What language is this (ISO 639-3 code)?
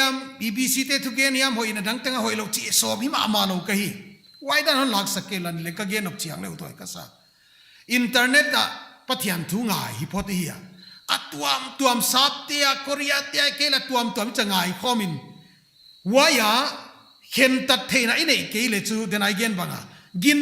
pck